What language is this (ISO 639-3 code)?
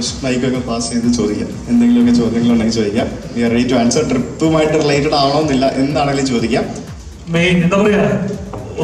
mal